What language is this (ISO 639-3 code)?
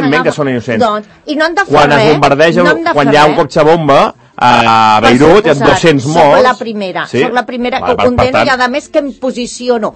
cat